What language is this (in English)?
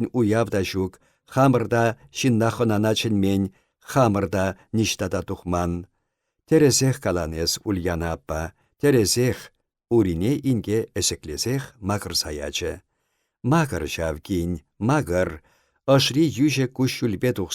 Chuvash